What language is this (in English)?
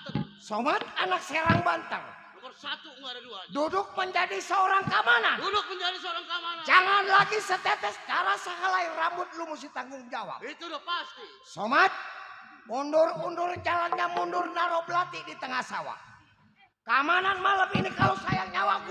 Betawi